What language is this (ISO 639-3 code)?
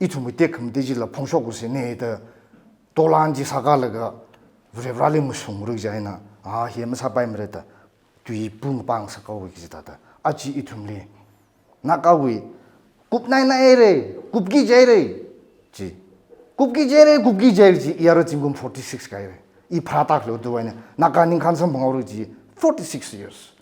nmf